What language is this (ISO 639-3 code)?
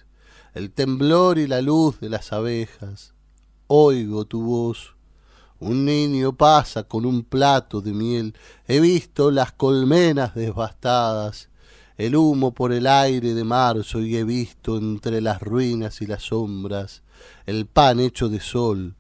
spa